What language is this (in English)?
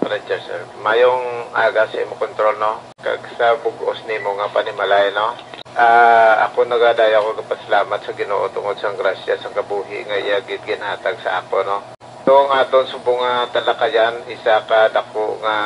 Hiligaynon